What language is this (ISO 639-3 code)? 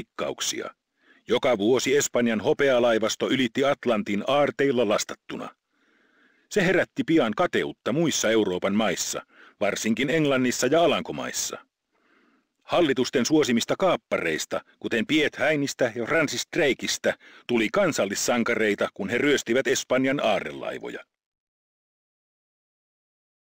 fin